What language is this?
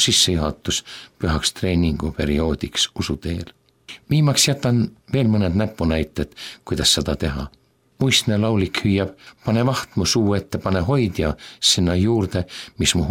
Estonian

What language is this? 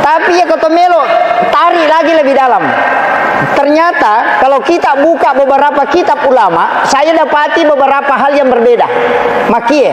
Buginese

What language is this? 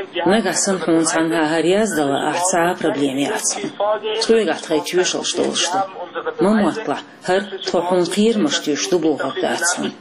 Chechen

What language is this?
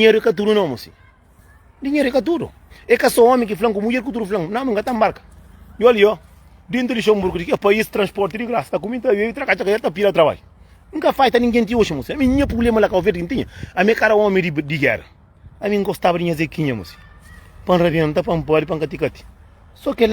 Kabuverdianu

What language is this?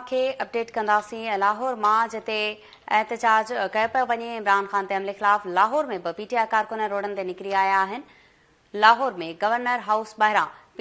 Sindhi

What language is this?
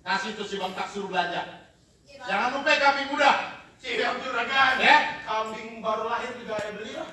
Betawi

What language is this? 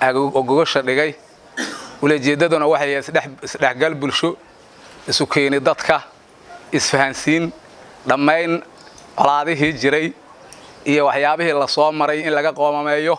Somali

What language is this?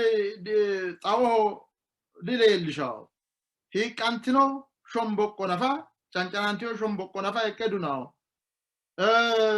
Sidamo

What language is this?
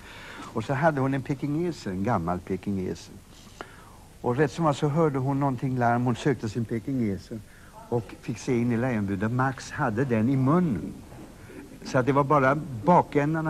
Swedish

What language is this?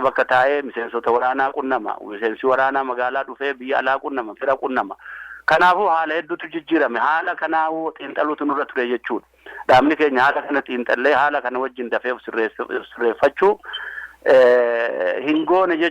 Oromo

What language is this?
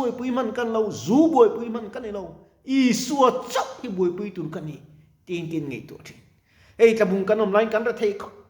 Mizo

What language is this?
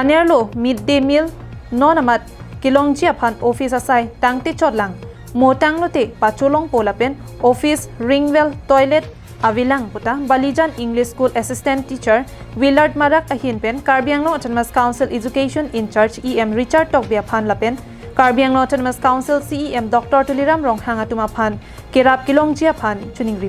Karbi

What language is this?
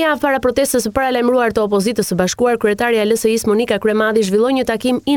Albanian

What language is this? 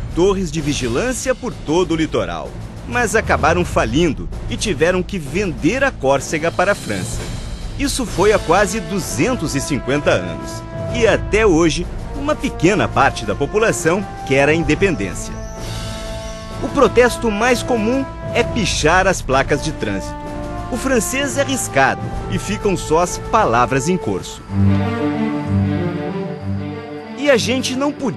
Portuguese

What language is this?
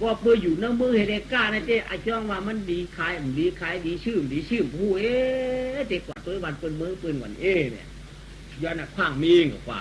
Shan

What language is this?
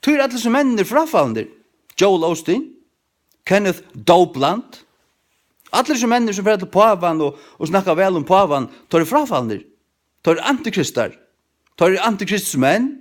Faroese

